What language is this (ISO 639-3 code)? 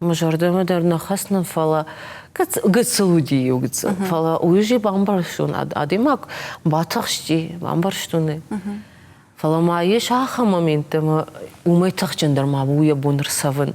oss